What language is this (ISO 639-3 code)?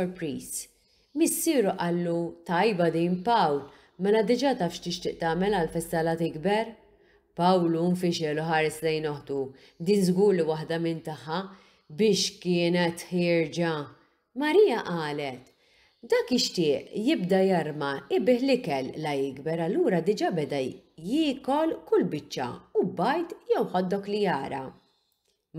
mlt